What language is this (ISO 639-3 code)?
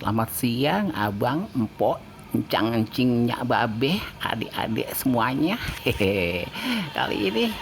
bew